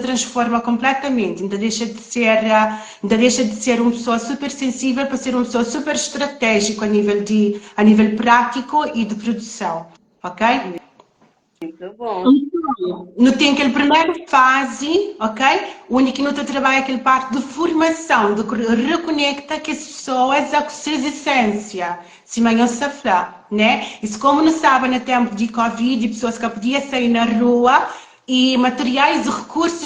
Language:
Kabuverdianu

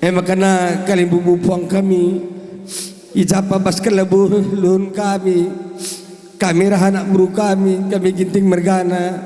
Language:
Batak Karo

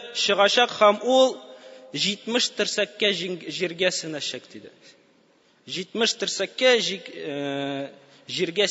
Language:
Tatar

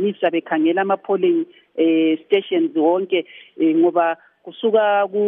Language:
North Ndebele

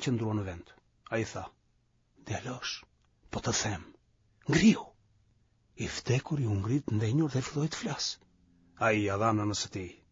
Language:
Albanian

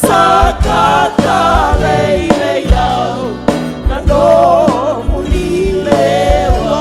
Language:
Fijian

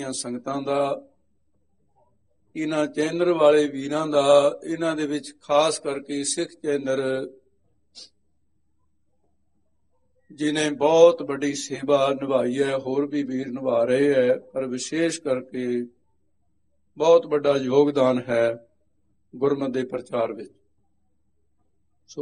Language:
Punjabi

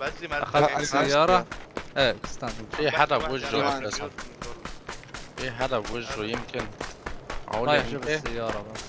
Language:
North Levantine Arabic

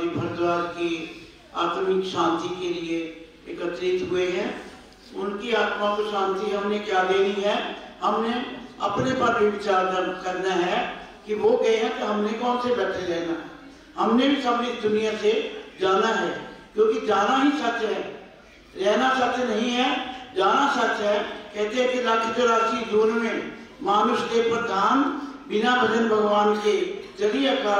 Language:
Hindi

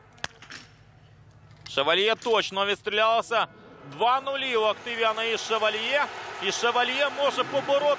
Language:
Ukrainian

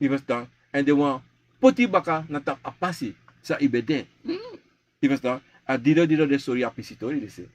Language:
Sranan Tongo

